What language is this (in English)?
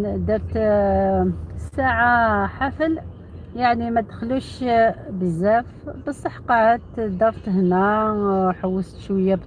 Algerian Arabic